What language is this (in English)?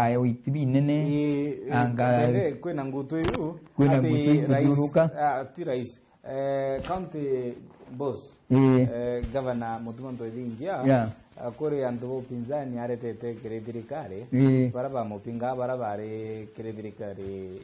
Meru